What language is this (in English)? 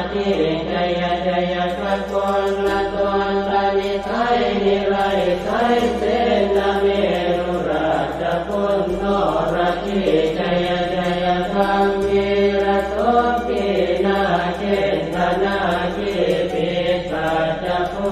Pali